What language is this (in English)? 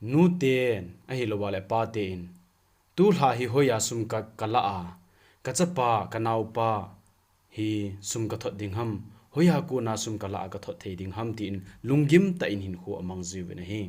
Thado Chin